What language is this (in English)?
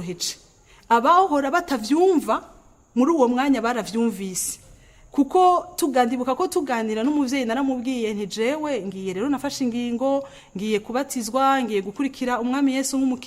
Rundi